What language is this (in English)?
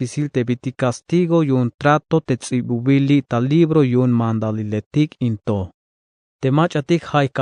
Tzeltal